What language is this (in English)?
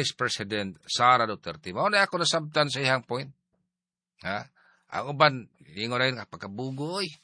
Cebuano